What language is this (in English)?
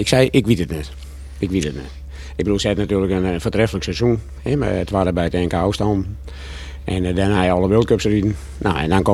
Western Frisian